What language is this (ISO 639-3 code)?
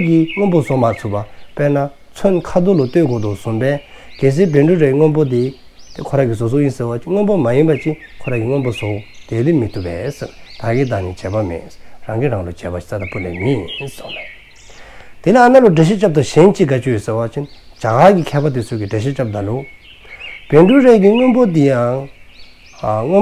dzo